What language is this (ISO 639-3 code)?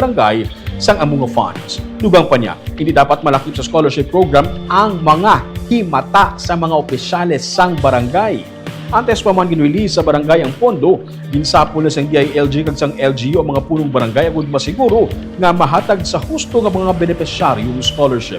hil